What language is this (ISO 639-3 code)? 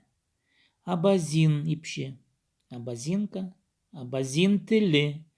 kjh